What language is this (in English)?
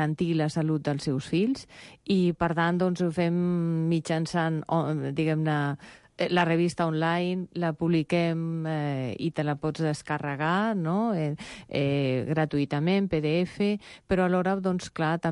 Catalan